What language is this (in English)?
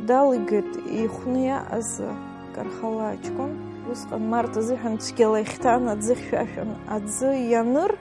Abkhazian